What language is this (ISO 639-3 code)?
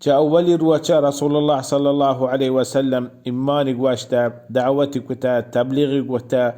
bal